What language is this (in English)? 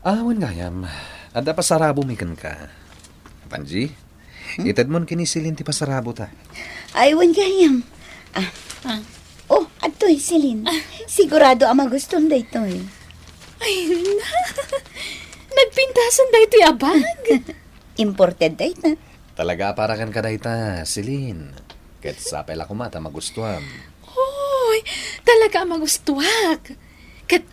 Iloko